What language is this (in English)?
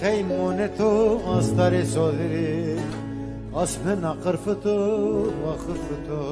Zaza